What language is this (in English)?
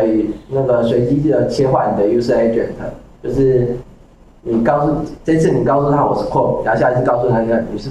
Chinese